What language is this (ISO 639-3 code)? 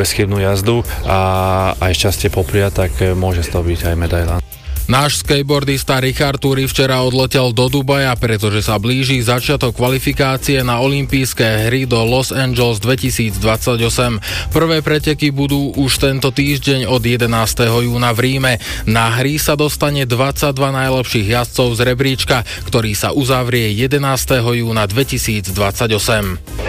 slk